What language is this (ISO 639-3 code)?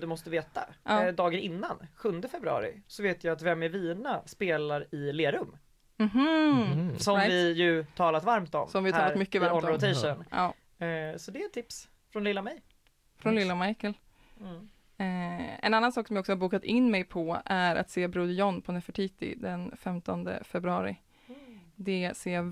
swe